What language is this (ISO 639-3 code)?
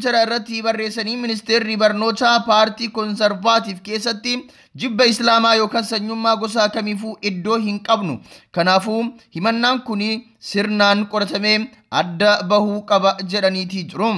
orm